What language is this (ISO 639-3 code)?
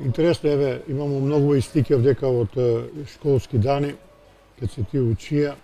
mkd